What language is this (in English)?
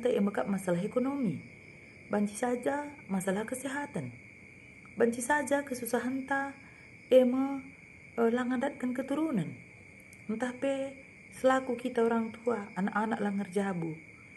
Batak Karo